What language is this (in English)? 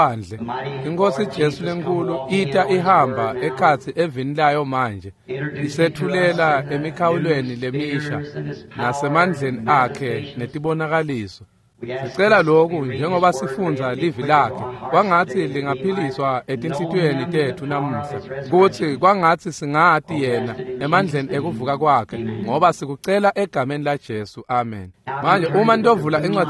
Swati